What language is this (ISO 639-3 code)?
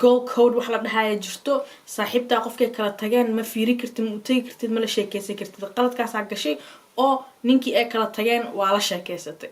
som